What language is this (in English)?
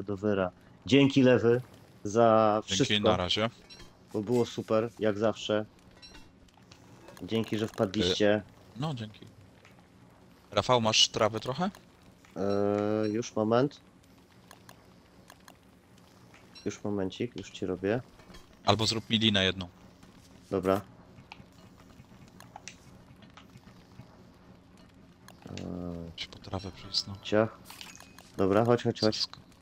Polish